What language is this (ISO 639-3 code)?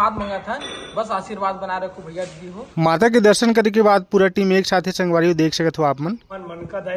hne